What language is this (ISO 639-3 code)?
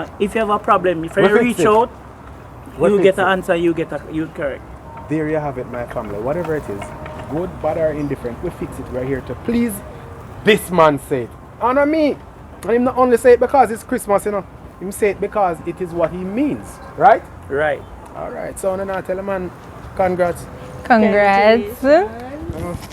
jam